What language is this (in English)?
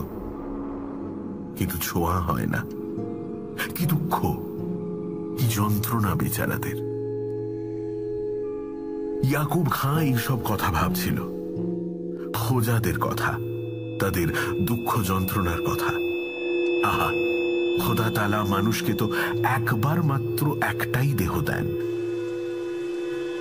Bangla